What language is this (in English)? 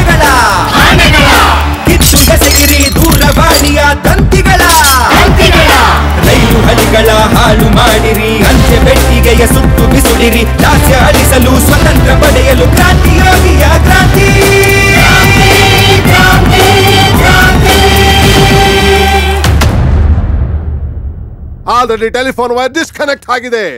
Kannada